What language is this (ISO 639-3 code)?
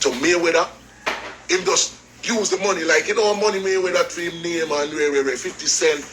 jam